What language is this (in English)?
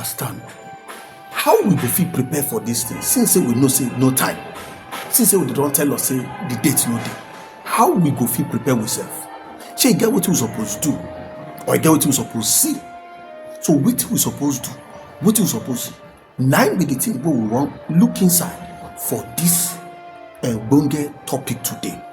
Nigerian Pidgin